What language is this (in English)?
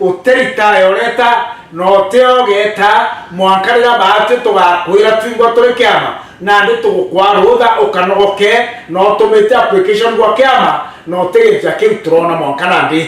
Meru